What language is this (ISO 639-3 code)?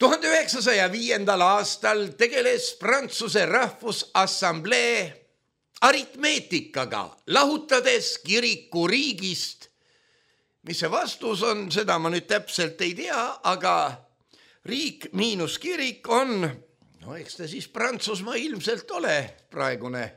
est